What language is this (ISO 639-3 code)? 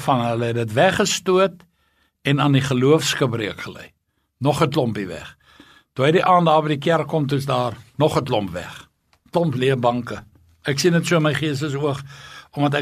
afr